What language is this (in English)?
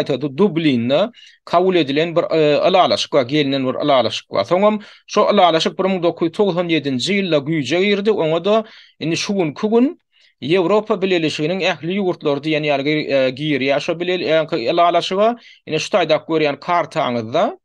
Turkmen